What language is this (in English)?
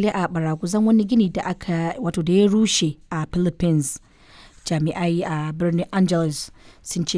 Hausa